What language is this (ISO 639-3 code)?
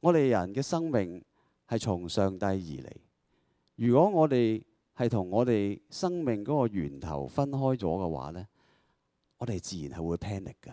yue